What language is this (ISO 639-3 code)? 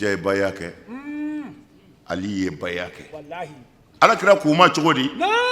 bam